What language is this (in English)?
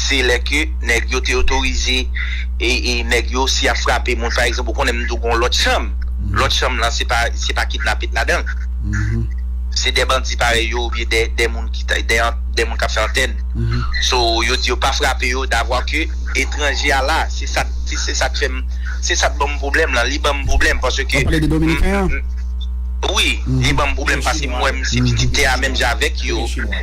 Haitian Creole